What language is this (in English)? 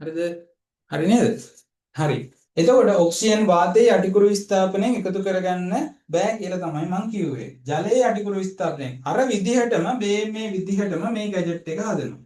Sinhala